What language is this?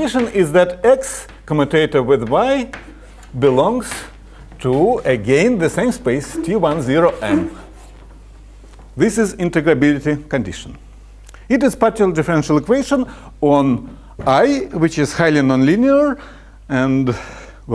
English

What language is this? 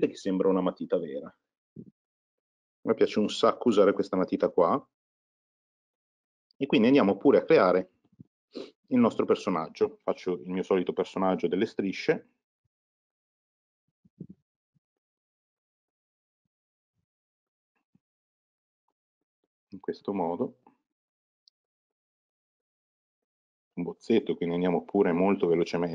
Italian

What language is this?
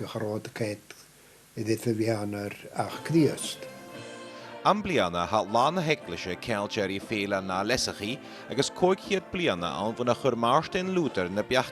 Scottish Gaelic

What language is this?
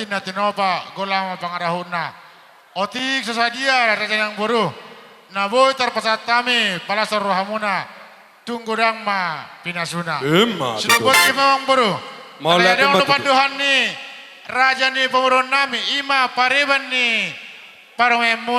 Batak Toba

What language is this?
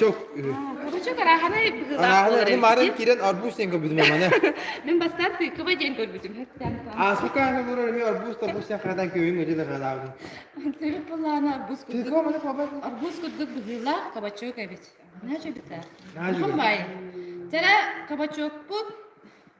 Yakut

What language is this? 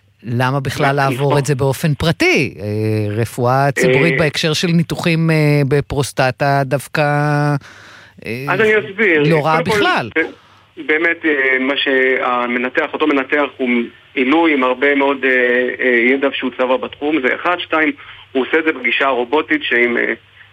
Hebrew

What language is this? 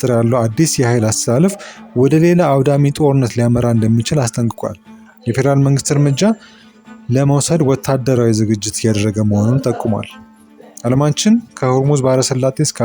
Amharic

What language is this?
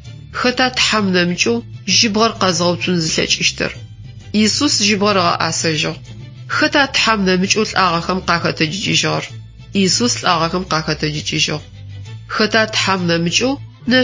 Adyghe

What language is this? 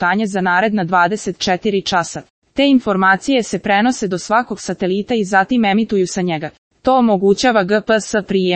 Serbian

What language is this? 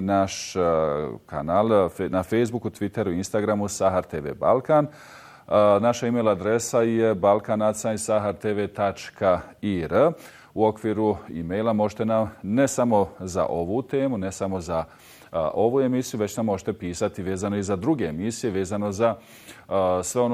Bosnian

